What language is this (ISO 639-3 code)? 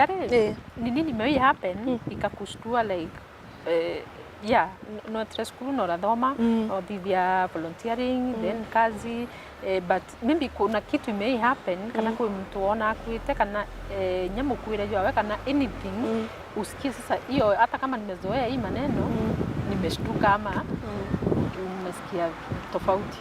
mer